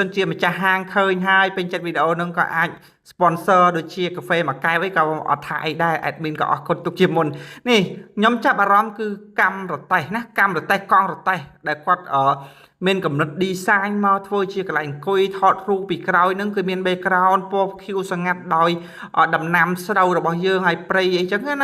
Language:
Khmer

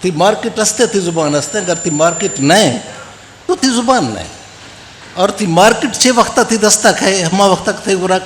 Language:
Eastern Balochi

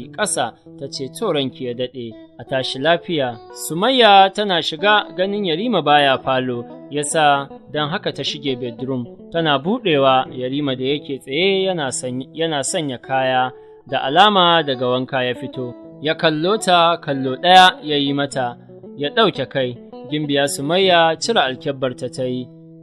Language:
Hausa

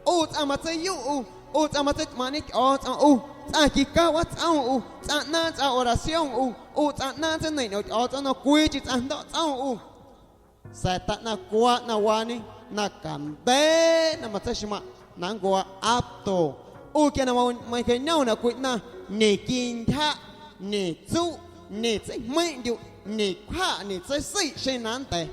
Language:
Guerrero Amuzgo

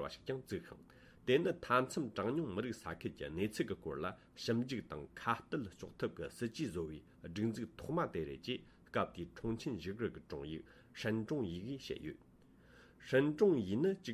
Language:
Tibetan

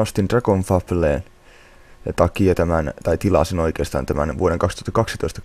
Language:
Finnish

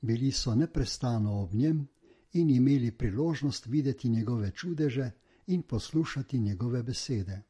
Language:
Slovenian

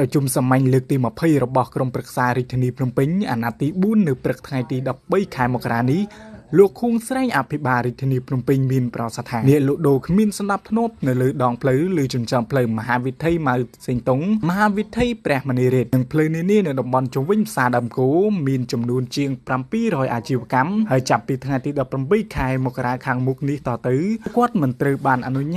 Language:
Khmer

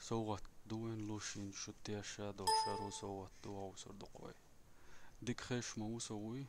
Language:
Chechen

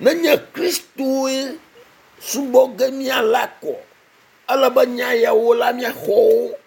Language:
Ewe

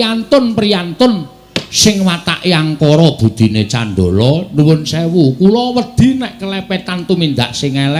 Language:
Javanese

